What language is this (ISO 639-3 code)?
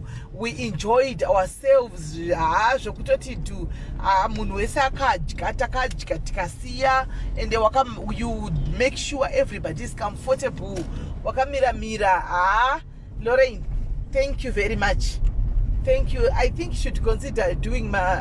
sna